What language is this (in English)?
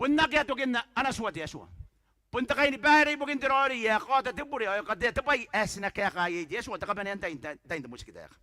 Gilbertese